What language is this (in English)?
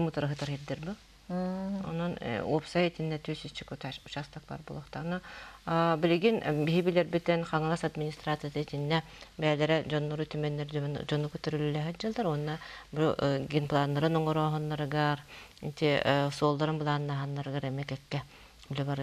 Yakut